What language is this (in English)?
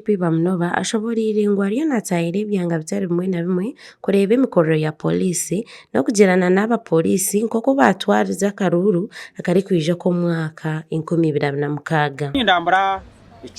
Nyankole